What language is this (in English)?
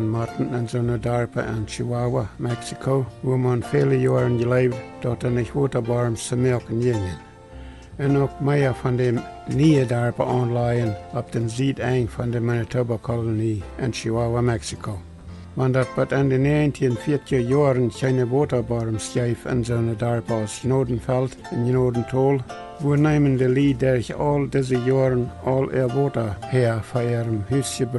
Plautdietsch